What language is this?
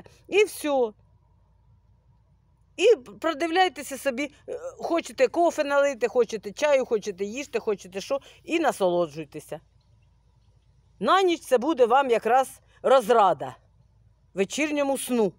Ukrainian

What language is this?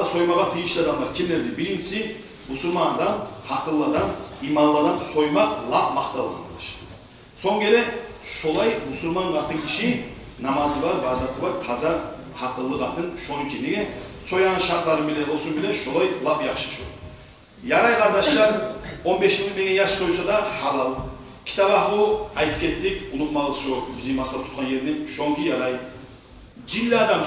Kumyk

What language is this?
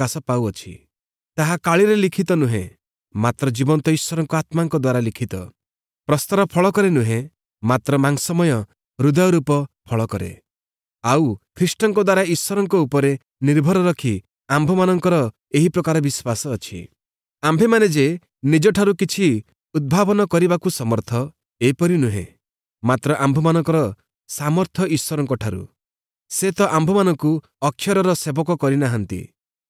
Odia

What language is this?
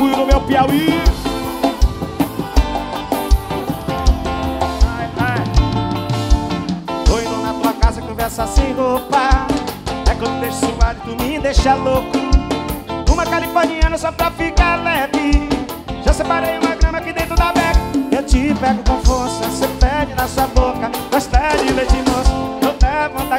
Portuguese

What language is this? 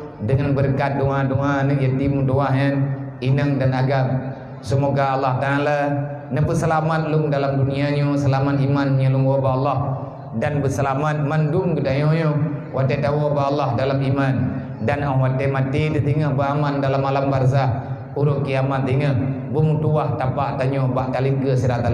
Achinese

